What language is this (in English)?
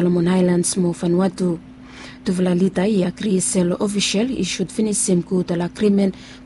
Bislama